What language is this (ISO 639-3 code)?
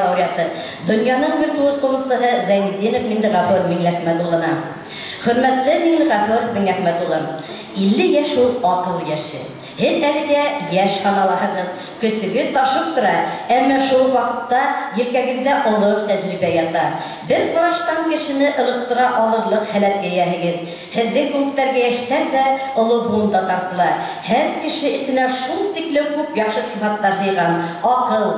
bak